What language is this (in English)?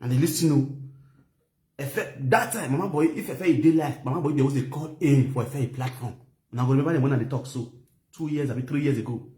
Nigerian Pidgin